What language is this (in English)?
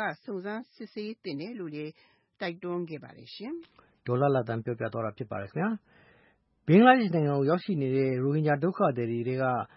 Burmese